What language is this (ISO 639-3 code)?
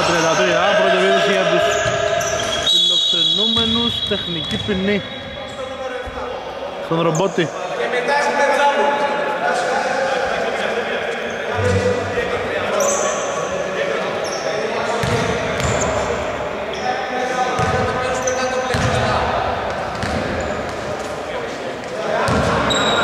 ell